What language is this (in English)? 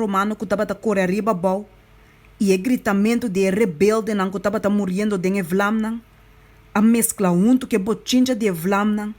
Papiamento